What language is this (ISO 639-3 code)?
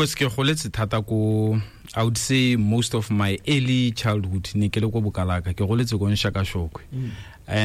tsn